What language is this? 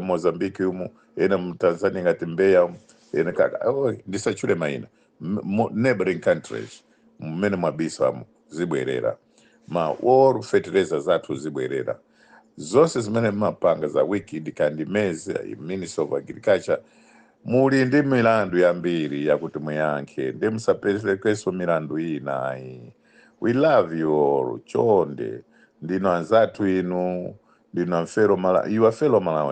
Nyanja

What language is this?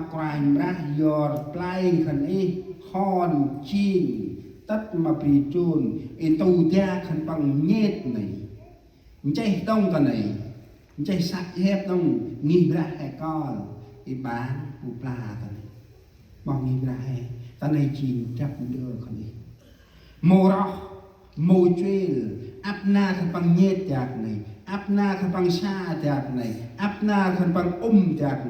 Central Mnong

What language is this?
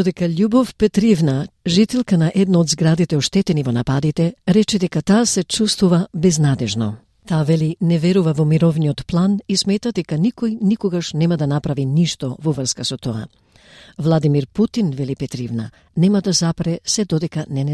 Macedonian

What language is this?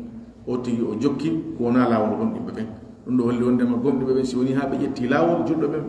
Pular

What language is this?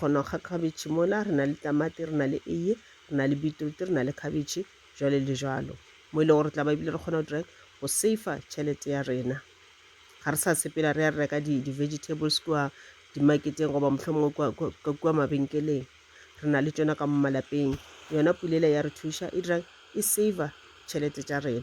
Northern Sotho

